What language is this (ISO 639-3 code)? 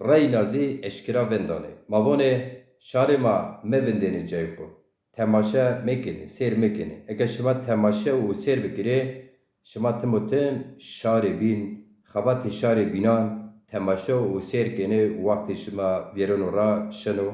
zza